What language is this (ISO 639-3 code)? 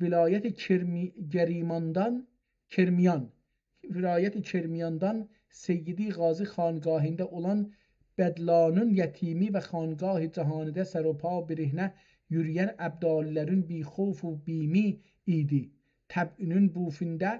azb